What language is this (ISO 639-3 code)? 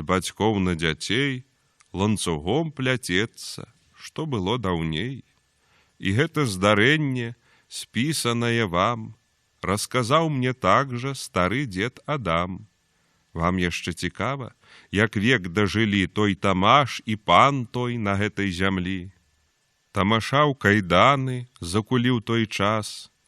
bel